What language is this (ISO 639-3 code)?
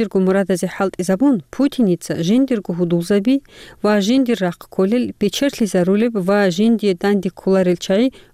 ava